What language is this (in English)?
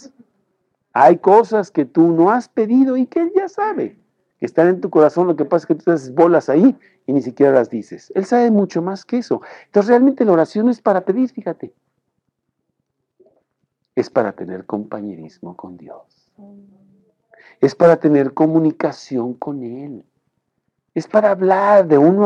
Spanish